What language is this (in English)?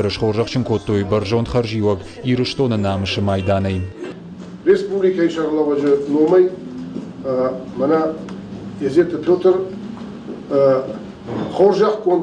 Ossetic